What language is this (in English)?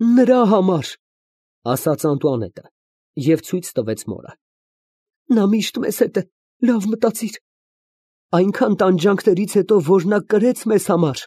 Armenian